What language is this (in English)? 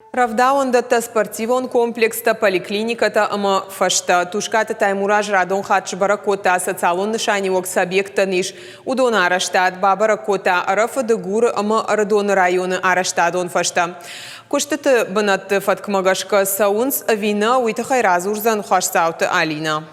Ossetic